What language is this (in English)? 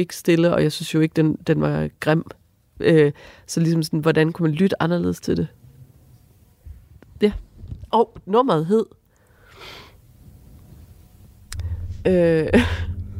Danish